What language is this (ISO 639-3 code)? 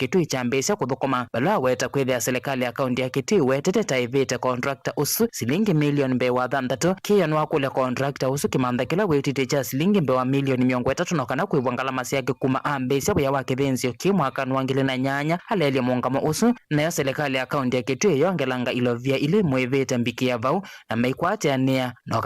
kam